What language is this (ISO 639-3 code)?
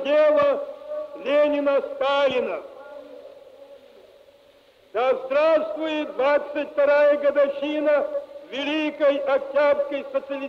rus